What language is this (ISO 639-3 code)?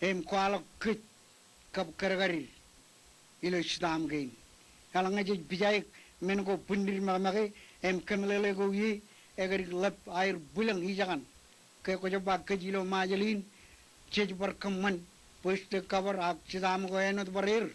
mah